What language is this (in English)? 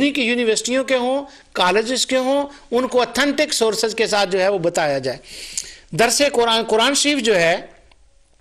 Hindi